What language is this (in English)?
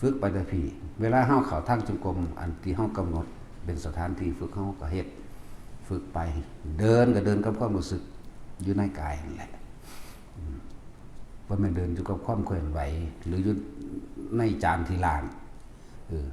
Northeastern Thai